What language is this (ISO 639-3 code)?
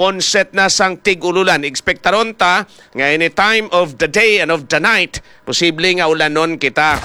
hil